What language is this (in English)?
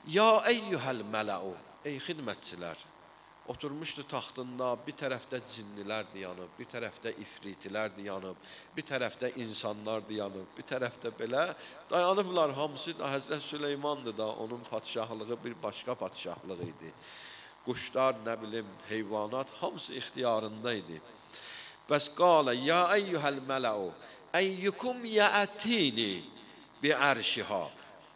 Azerbaijani